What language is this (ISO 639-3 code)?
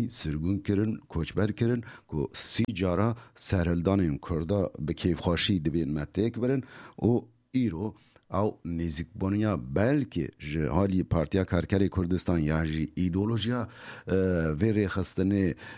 kur